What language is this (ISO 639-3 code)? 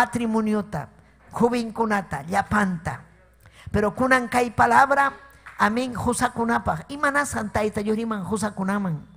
quy